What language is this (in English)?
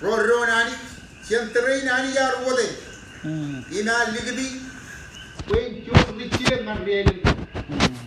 Marshallese